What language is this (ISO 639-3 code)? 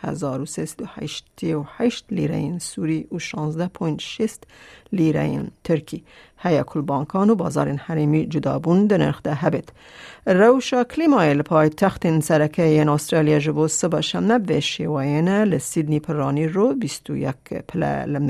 kur